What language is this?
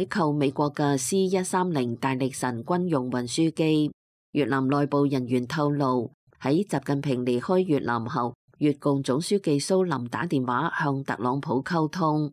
Cantonese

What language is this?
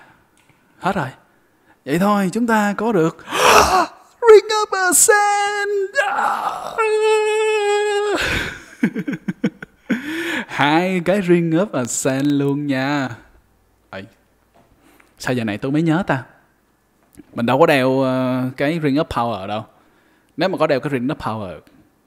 Vietnamese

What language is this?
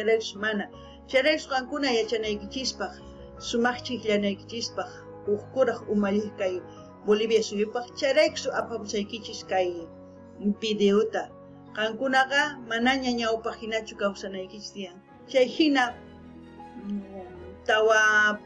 South Bolivian Quechua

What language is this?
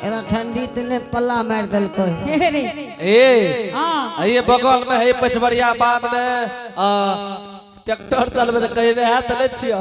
Angika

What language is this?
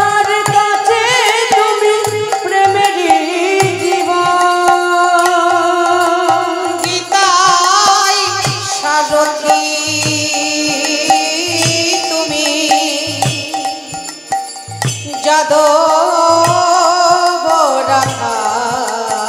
Bangla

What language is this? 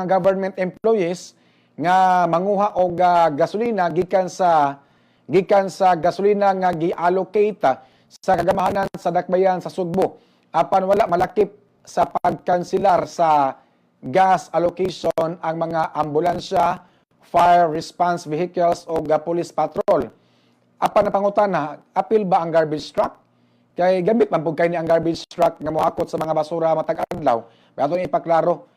Cebuano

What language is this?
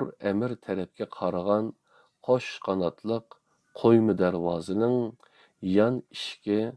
Uyghur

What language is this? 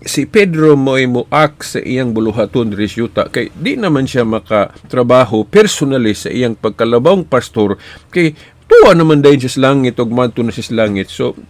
Cebuano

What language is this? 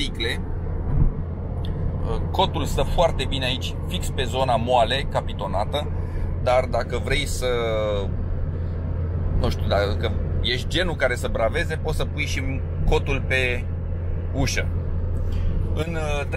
Romanian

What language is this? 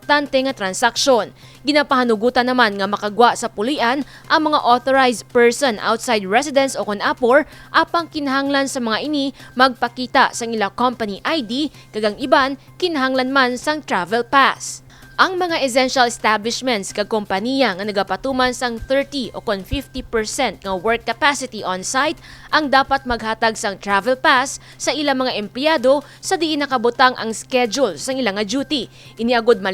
Hiligaynon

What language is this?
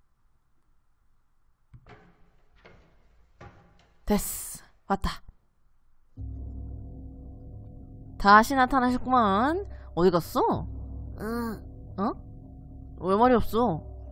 Korean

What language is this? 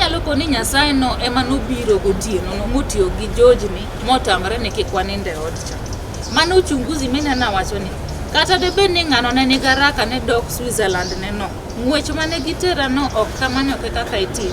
Luo (Kenya and Tanzania)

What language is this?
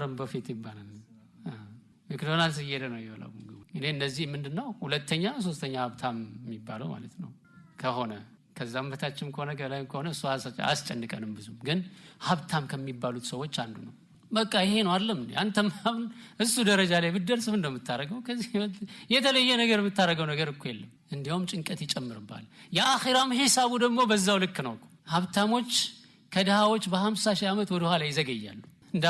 Amharic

